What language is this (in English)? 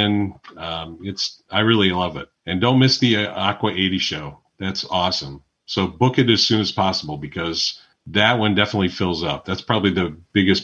English